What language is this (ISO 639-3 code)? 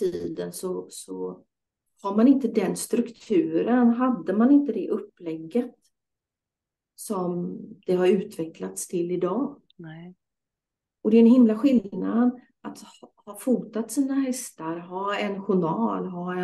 swe